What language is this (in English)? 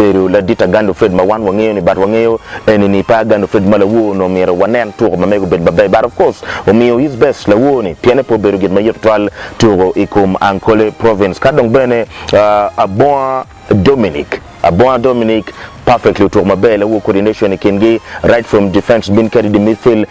Acoli